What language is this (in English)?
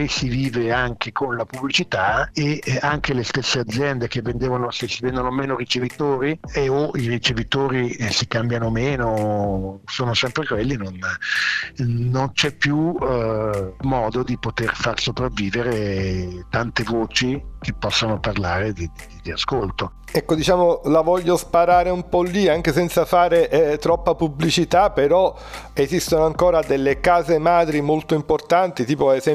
Italian